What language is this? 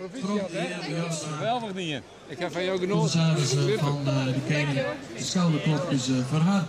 Western Frisian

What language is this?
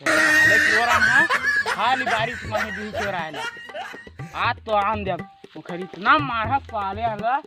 Chhattisgarhi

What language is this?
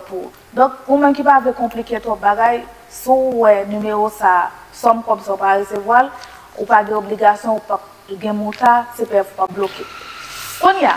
Haitian Creole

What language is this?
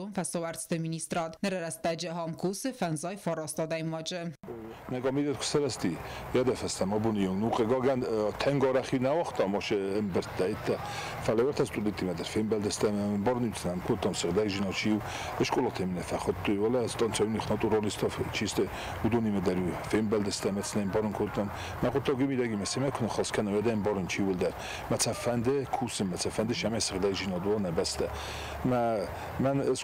Ossetic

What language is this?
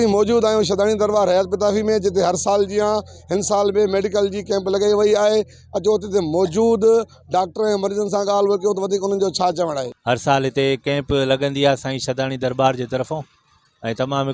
Sindhi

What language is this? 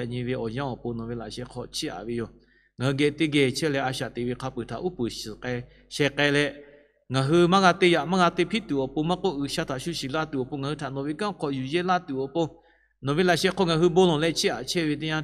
Lahu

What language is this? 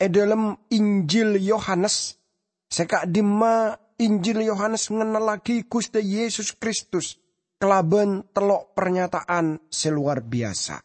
Madurese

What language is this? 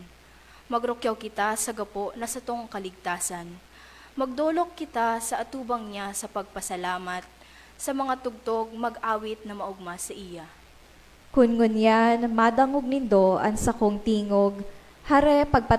Bikol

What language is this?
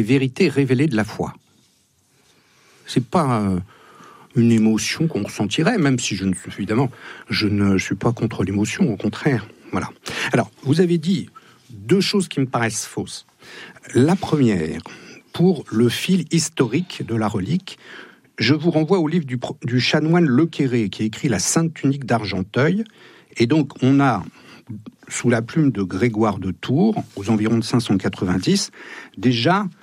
French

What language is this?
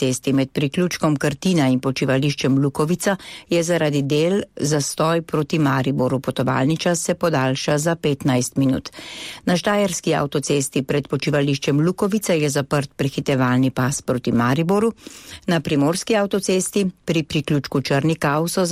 Slovenian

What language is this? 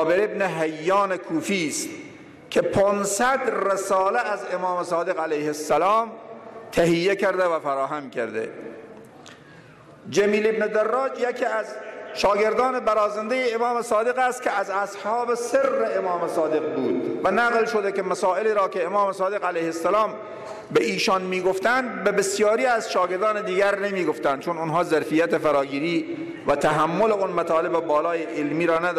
Persian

